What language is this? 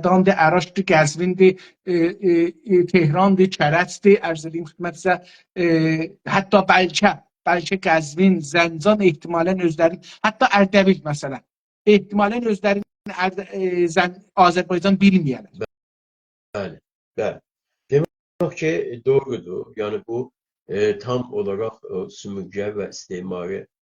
South Azerbaijani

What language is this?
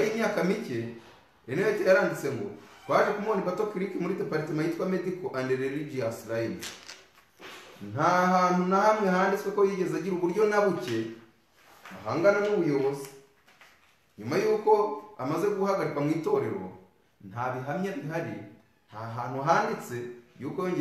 Kinyarwanda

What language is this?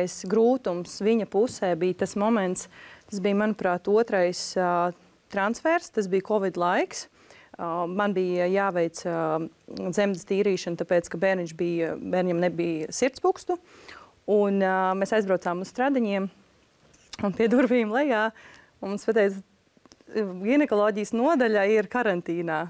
Latvian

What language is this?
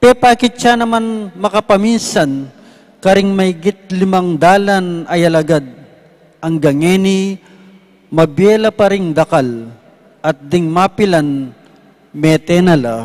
Pampanga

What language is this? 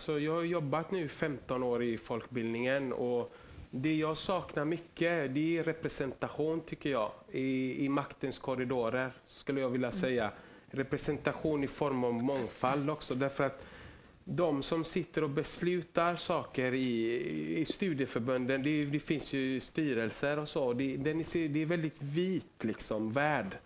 Swedish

